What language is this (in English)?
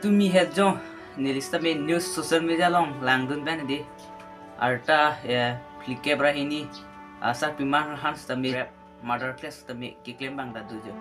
Karbi